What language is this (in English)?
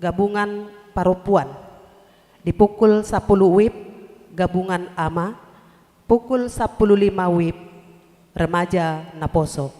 Batak Toba